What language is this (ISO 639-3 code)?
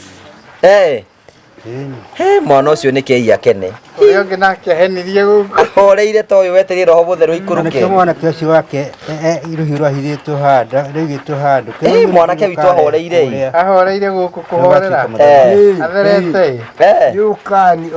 kik